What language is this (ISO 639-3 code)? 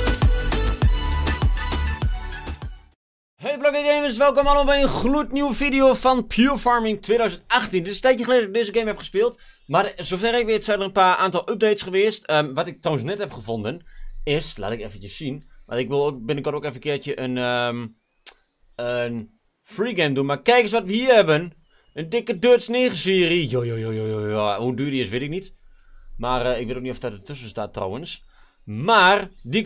nld